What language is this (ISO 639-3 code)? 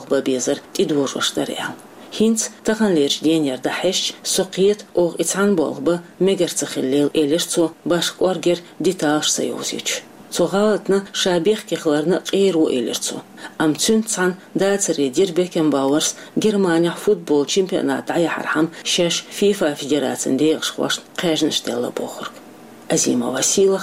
che